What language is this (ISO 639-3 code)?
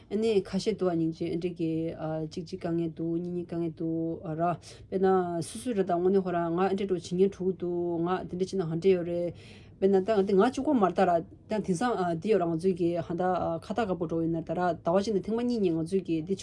bod